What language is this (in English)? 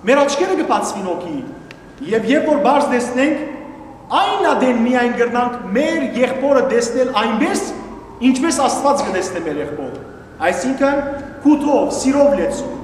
Western Armenian